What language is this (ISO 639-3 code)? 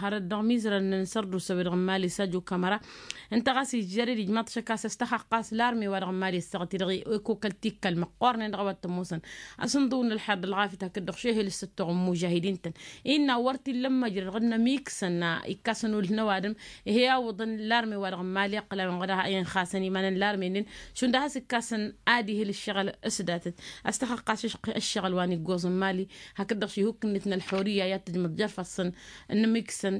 taq